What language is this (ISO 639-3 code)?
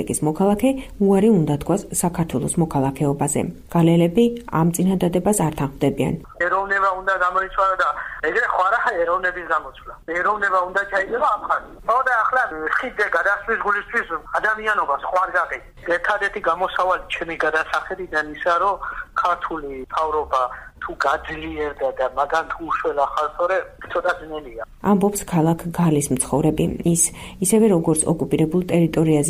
kat